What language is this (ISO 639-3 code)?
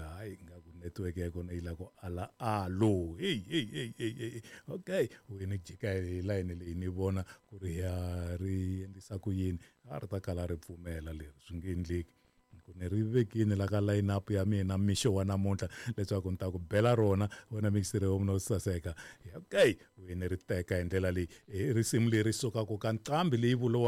tso